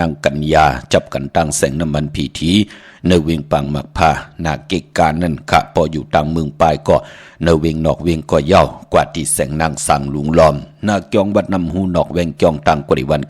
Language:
Shan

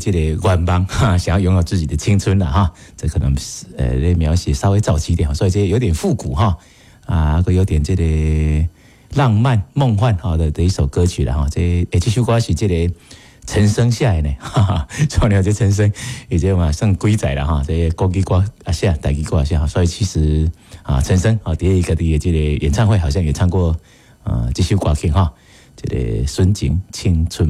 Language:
Min Nan Chinese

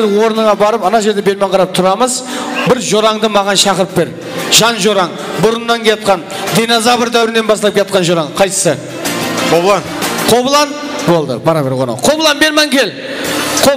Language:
Kara-Kalpak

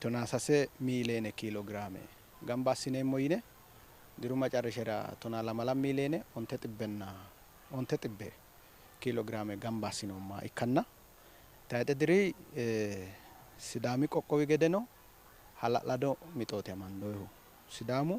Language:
Sidamo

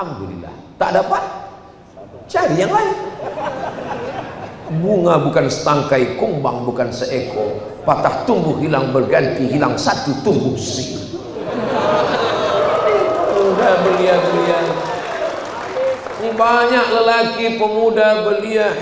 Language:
Malay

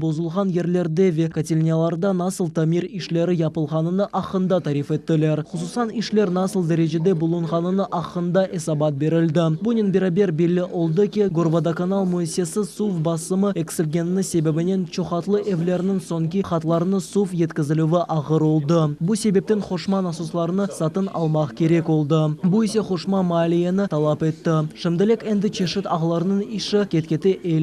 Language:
Crimean Tatar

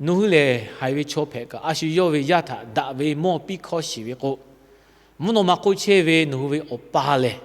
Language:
Lahu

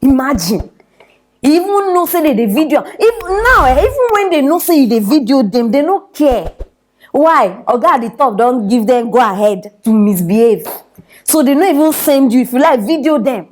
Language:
Nigerian Pidgin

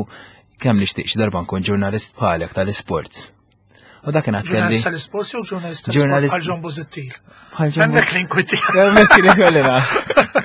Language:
Maltese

